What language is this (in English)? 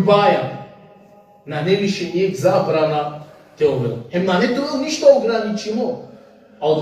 Balkan Romani